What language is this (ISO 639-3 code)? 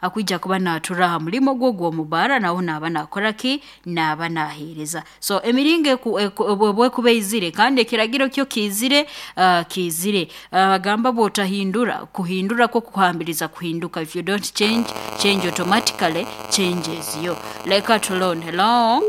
nyo